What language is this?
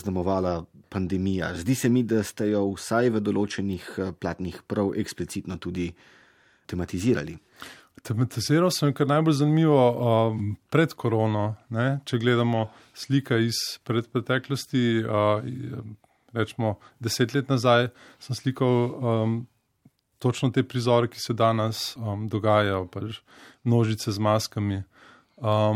Slovenian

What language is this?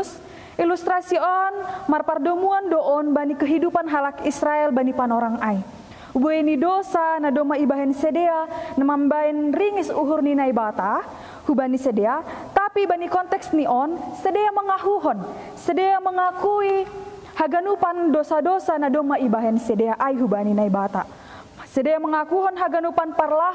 Batak Simalungun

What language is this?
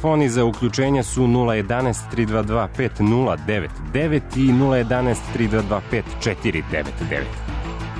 Serbian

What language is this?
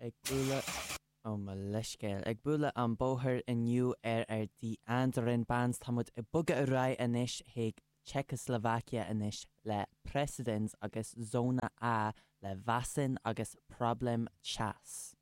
Irish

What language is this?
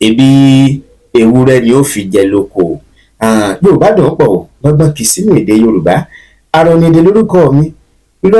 Yoruba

